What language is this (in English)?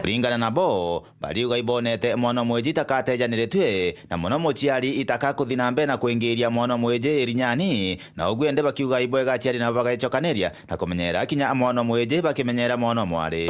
Meru